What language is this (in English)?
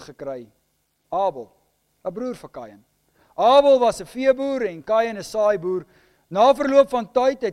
Afrikaans